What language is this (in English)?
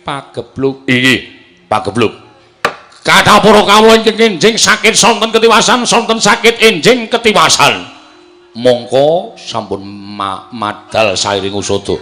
Javanese